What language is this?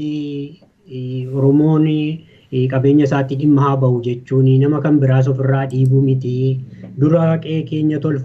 Oromo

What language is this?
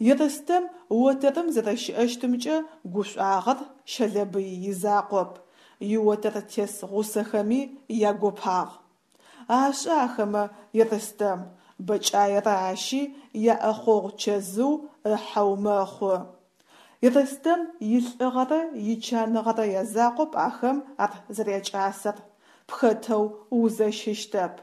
Adyghe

